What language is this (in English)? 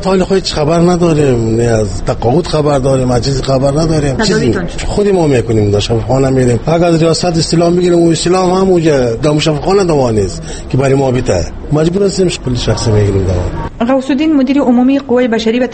Persian